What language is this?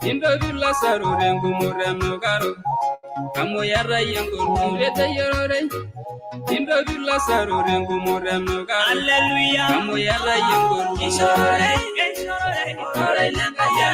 Masai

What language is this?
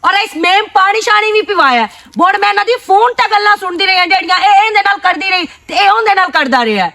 Western Panjabi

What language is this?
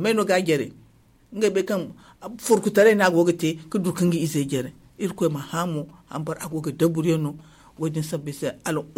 Zarma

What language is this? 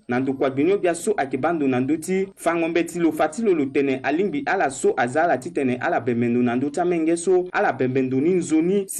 Sango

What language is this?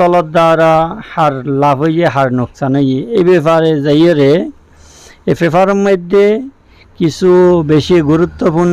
Rohingya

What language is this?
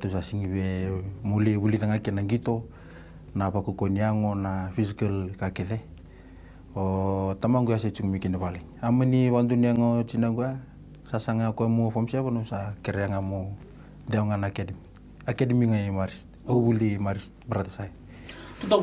Fijian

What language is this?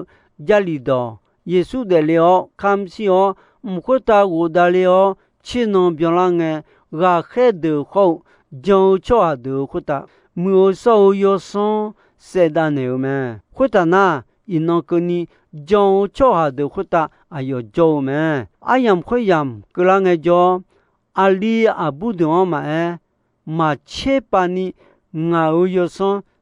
Akha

